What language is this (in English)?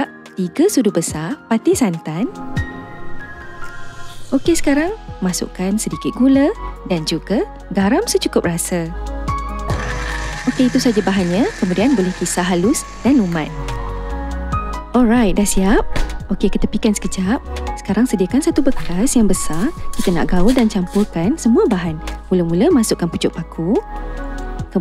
Malay